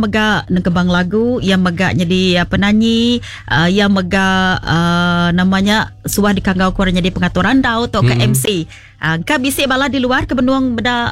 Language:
Iban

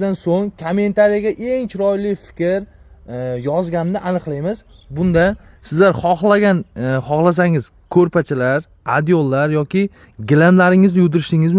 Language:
Uzbek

